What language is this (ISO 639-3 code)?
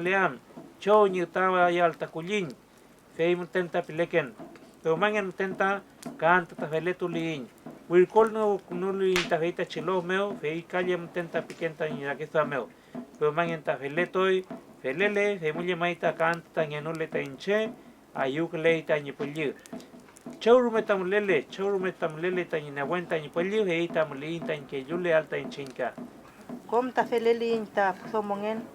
arn